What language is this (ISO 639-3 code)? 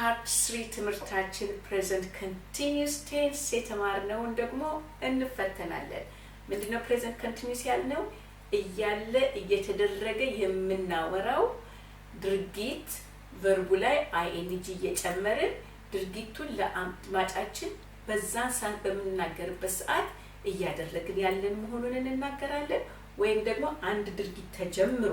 amh